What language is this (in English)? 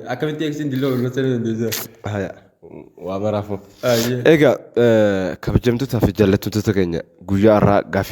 Oromo